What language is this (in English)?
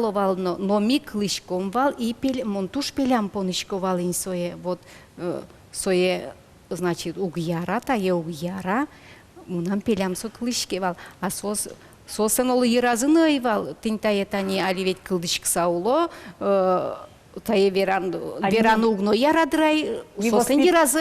Udmurt